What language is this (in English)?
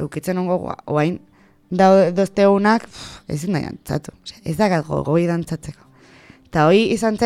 Basque